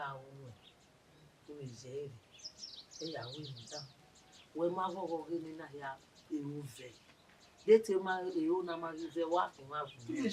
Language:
Bini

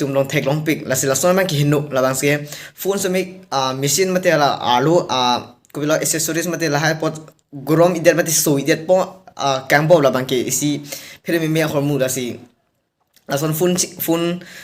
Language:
Karbi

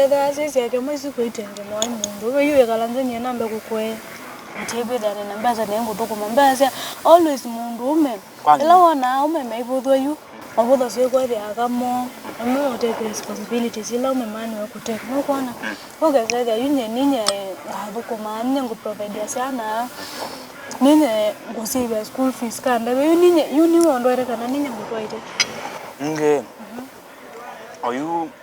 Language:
Kamba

